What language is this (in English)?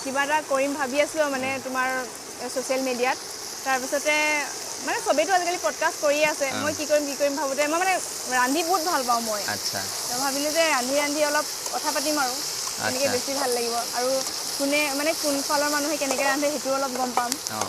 Assamese